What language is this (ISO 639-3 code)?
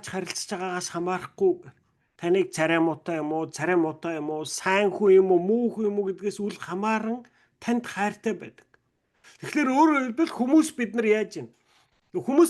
mon